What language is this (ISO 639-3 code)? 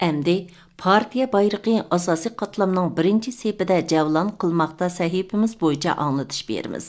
uig